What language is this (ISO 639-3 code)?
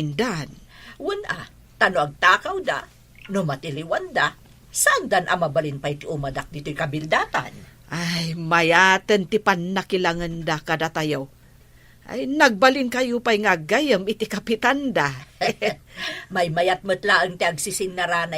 ilo